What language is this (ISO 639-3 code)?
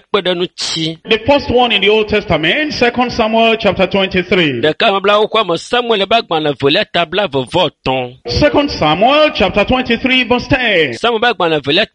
ewe